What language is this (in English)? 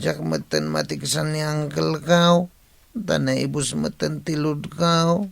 Iloko